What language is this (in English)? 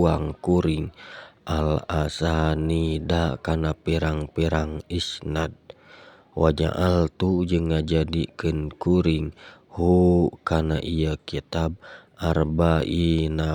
Sundanese